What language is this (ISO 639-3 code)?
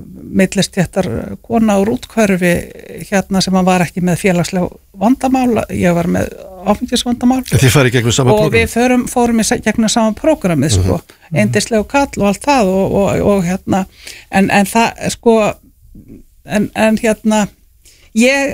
isl